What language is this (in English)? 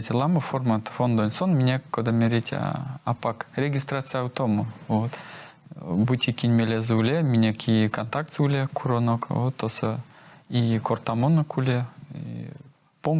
Erzya